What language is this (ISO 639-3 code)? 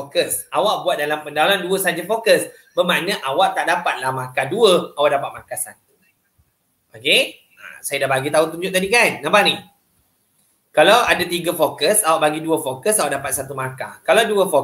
msa